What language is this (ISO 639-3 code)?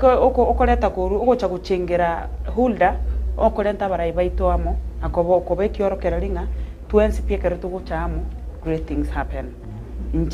guz